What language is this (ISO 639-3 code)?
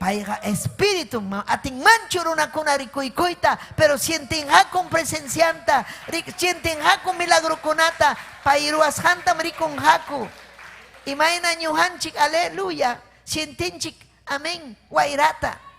quy